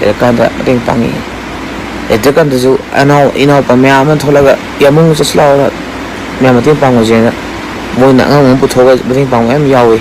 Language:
Manipuri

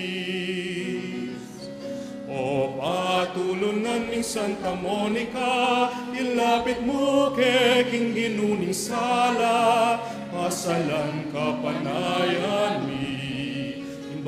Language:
Pampanga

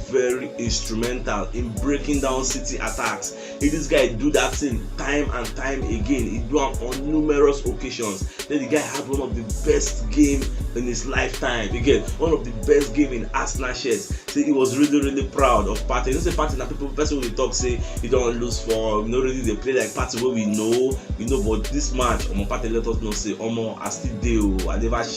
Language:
Nigerian Pidgin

